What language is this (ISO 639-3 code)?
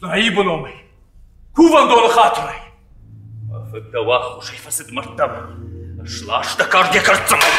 oss